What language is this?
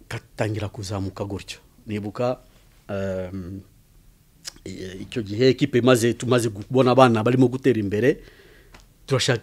Kinyarwanda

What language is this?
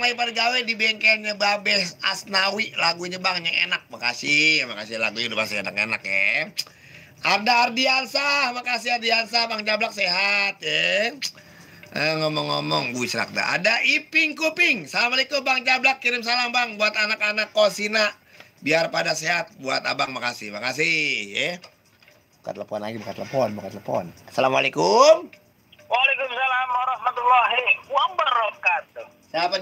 Betawi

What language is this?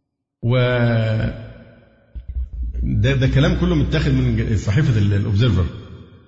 Arabic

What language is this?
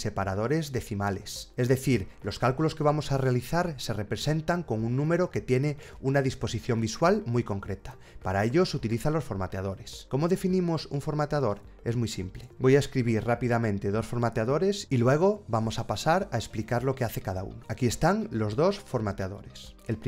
Spanish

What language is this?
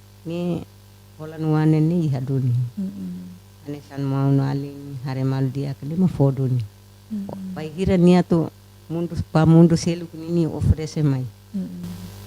Tetum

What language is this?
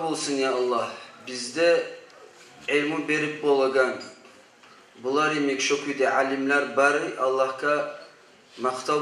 Kumyk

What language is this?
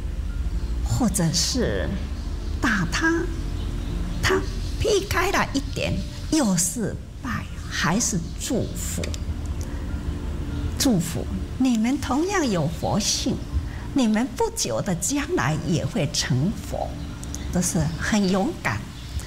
Chinese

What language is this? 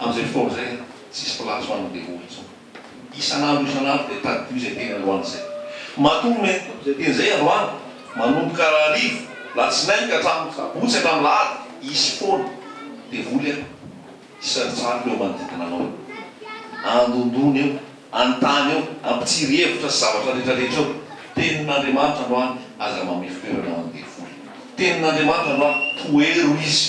Malagasy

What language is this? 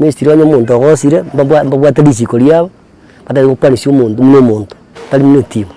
Gusii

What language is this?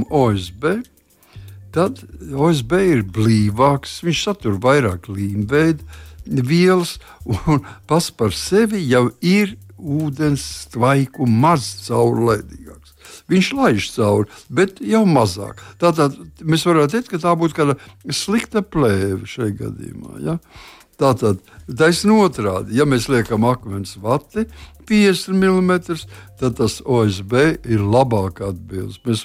Latvian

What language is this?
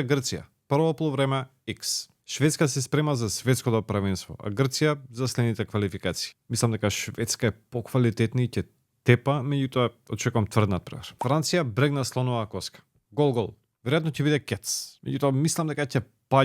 Macedonian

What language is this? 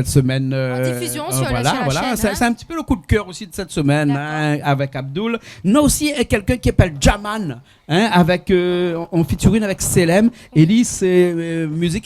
Réunion Creole French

